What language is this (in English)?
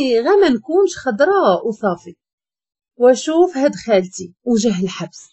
Moroccan Arabic